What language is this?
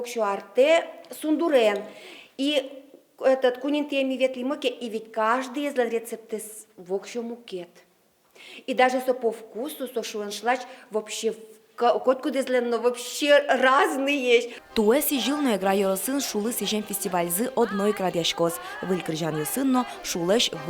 Udmurt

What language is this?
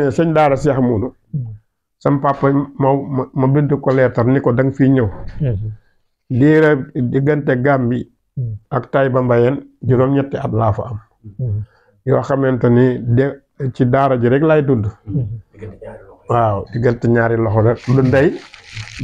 Wolof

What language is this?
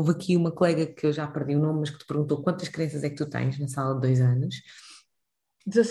Portuguese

